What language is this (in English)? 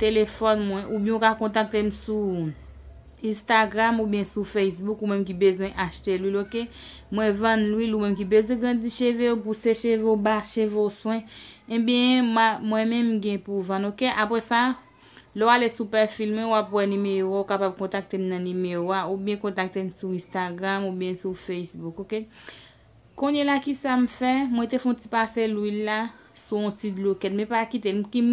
Haitian Creole